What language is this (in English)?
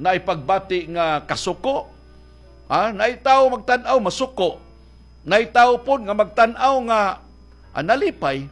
Cebuano